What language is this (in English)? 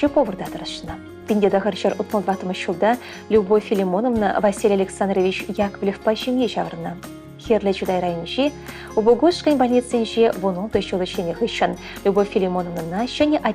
Chuvash